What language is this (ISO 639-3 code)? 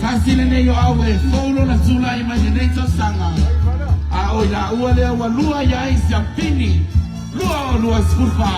smo